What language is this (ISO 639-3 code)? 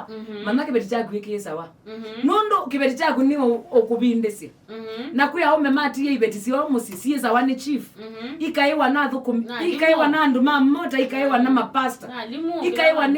kam